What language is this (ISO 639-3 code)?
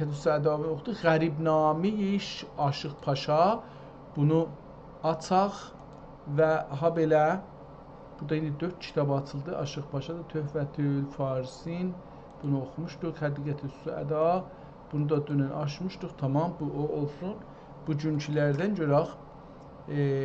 azb